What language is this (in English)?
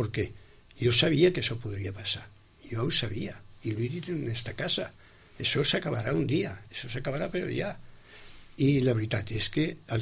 Catalan